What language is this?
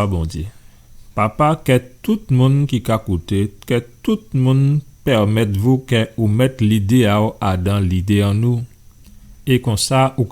Guadeloupean Creole French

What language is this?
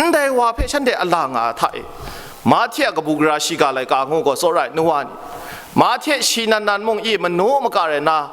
Kachin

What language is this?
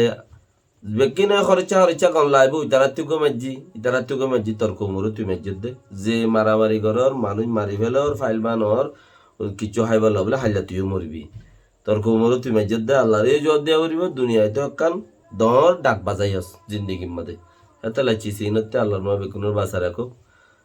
Rohingya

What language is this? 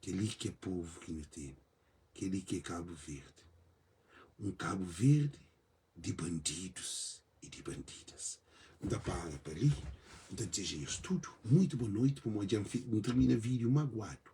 Kabuverdianu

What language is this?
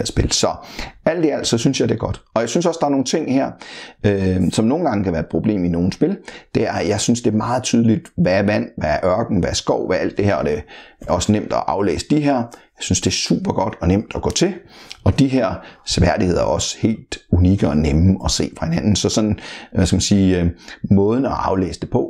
Danish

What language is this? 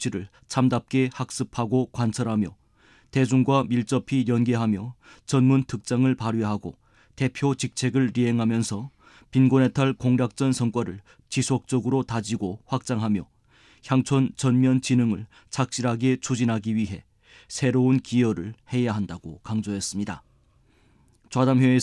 Korean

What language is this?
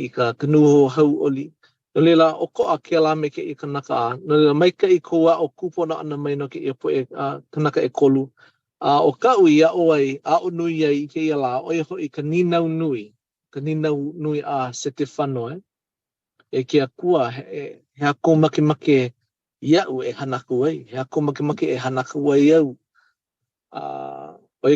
Hawaiian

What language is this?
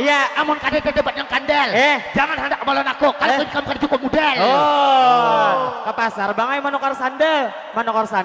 Banjar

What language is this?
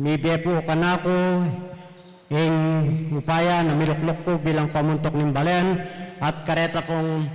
Pampanga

